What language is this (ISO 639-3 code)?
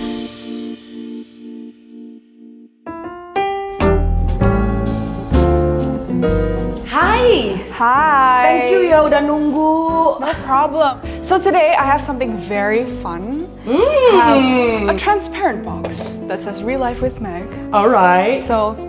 ind